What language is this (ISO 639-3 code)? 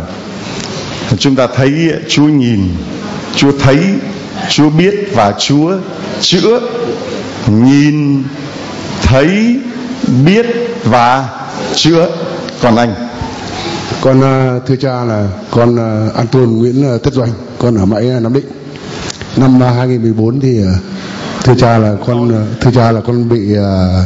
vie